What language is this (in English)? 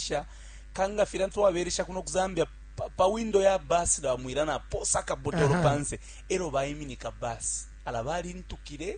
Bemba